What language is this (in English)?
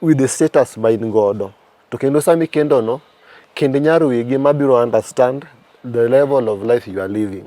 Luo (Kenya and Tanzania)